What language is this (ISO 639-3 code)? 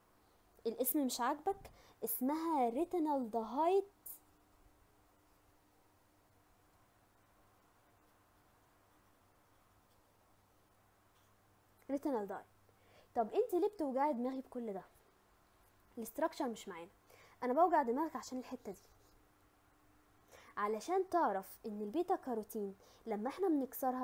arz